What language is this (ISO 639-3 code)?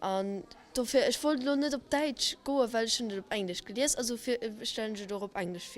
ltz